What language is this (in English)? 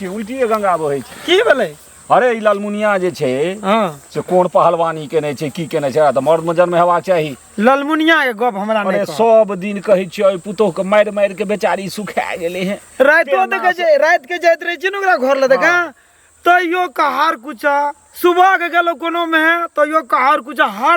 Maithili